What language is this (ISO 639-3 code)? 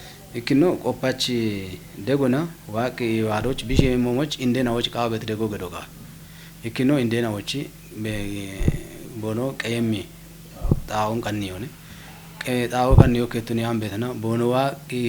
kbr